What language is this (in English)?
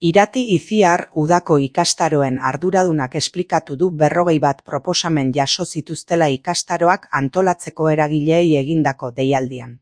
Basque